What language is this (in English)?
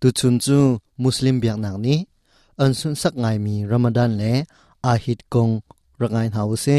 Hakha Chin